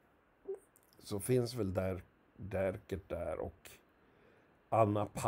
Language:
Swedish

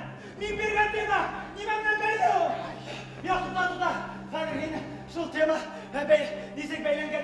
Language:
Bashkir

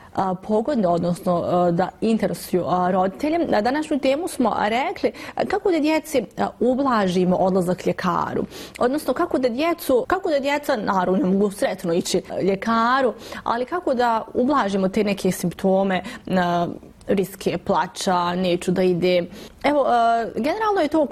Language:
Bosnian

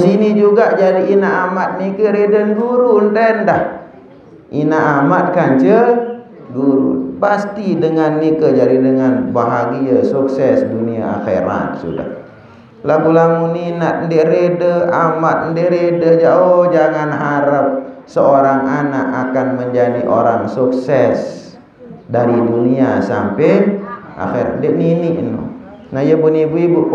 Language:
Sasak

